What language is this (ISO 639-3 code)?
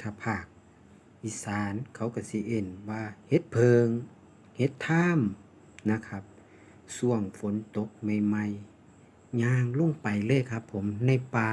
lao